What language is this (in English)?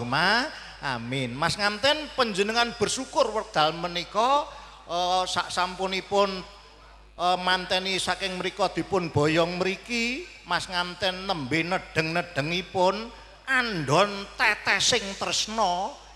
Javanese